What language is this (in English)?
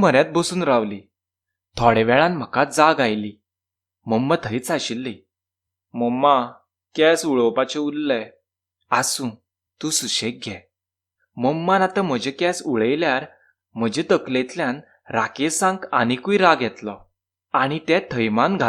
Konkani